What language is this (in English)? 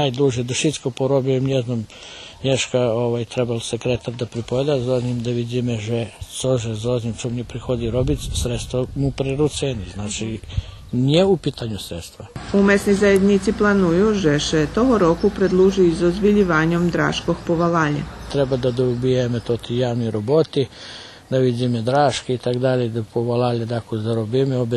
Rusyn